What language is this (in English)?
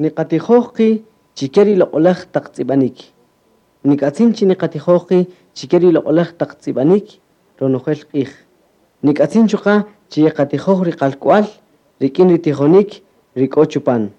Kaqchikel